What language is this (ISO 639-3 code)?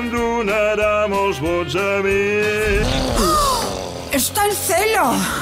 cat